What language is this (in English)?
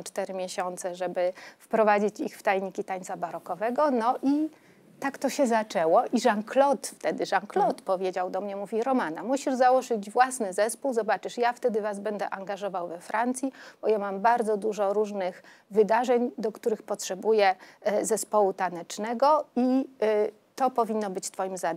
Polish